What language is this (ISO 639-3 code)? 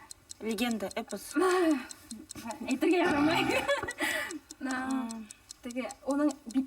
bak